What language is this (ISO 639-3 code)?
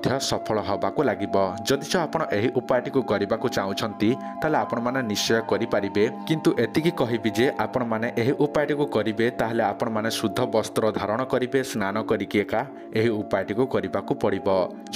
ori